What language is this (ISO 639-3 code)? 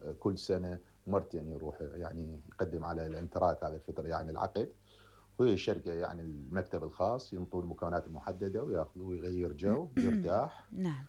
acm